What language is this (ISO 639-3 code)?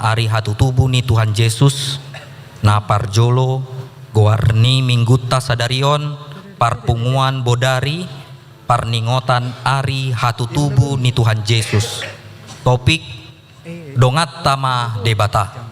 bbc